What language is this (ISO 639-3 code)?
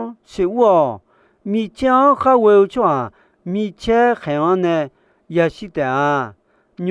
ahk